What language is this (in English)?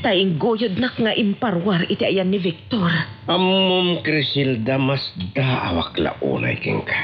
Iloko